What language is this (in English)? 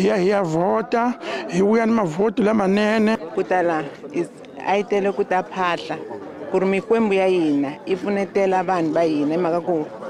Tsonga